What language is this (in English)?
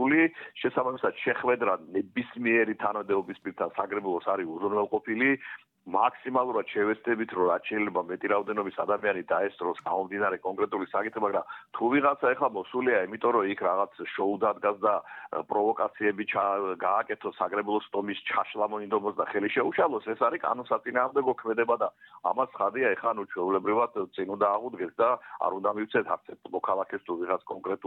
Georgian